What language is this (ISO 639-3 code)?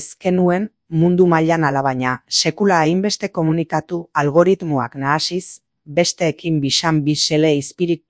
eus